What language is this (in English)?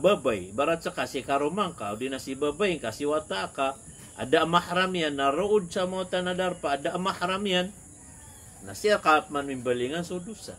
Maranao